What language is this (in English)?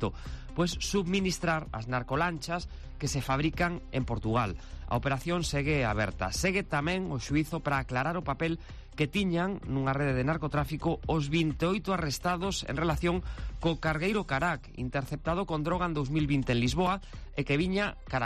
Galician